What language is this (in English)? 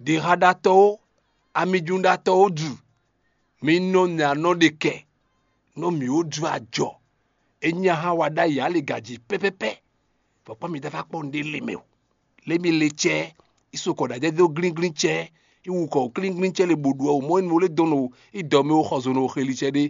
Fon